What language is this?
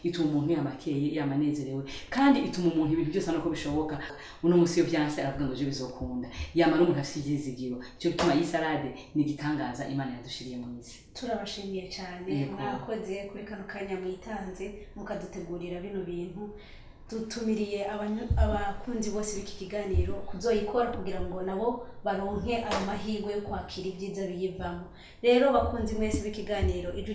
Rundi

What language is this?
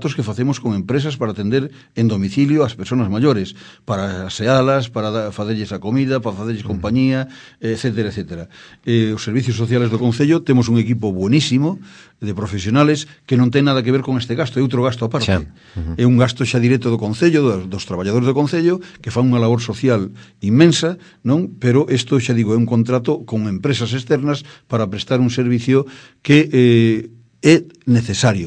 Galician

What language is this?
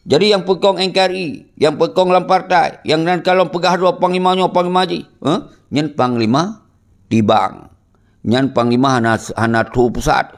Achinese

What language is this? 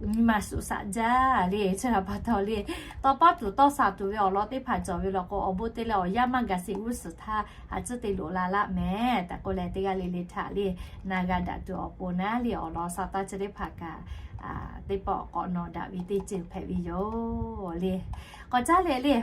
Lahu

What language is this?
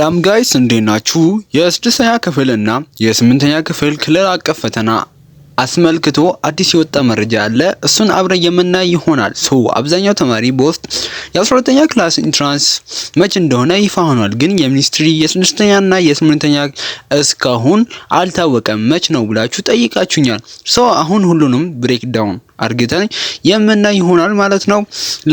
Amharic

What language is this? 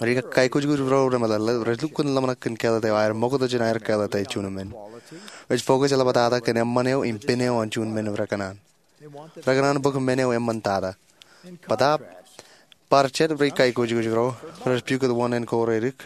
Marshallese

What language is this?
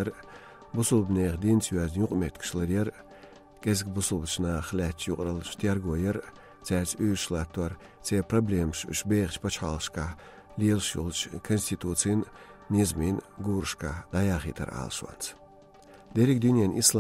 Chechen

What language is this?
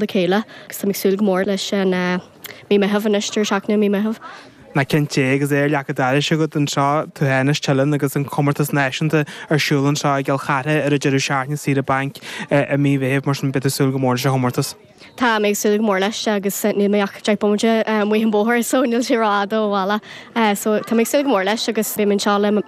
Irish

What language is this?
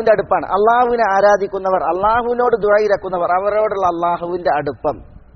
Malayalam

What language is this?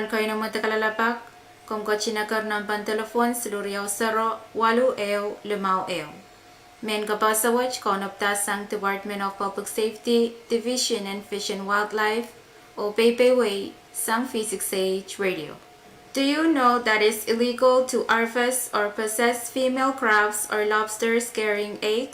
Pohnpeian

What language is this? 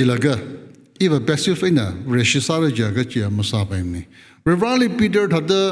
Tangkhul Naga (India)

